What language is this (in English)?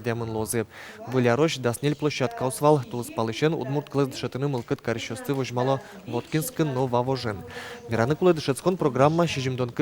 Udmurt